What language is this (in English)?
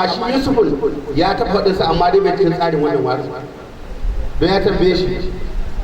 Hausa